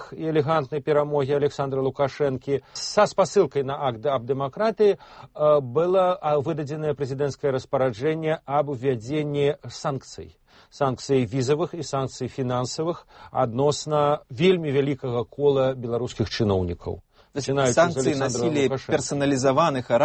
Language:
Belarusian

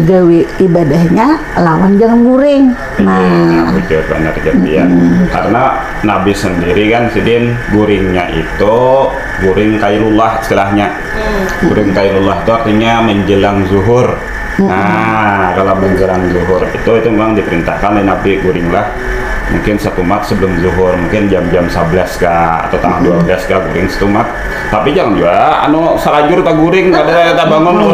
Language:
Banjar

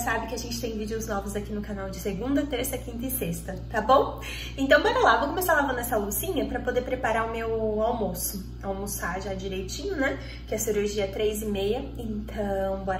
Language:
Portuguese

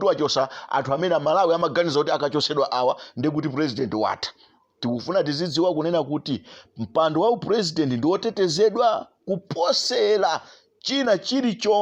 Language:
Nyanja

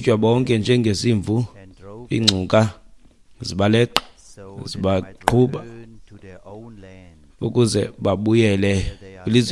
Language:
Xhosa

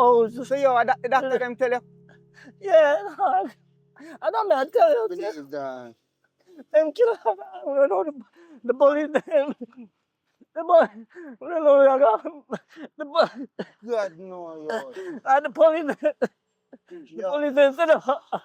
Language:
Jamaican Creole English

